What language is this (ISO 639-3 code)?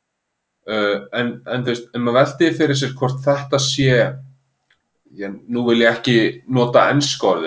isl